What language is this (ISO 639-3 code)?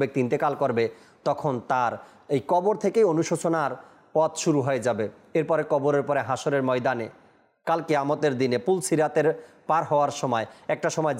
ben